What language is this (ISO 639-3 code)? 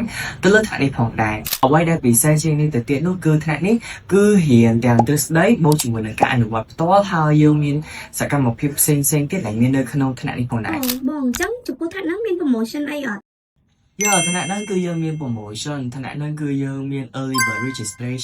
khm